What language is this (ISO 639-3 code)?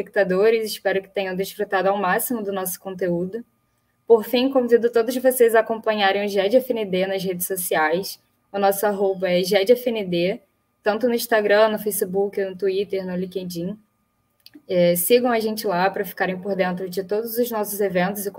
por